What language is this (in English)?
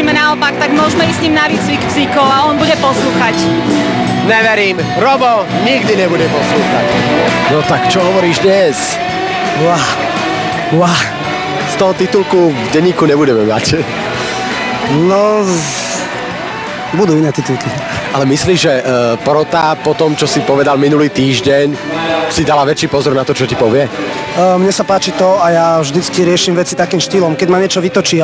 Slovak